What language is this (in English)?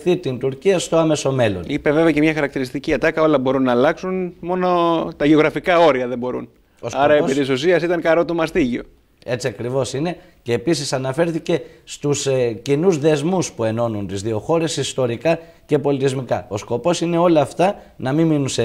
Greek